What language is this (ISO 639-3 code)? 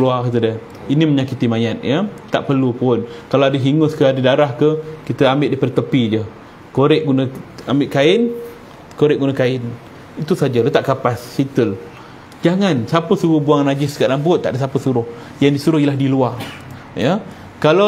msa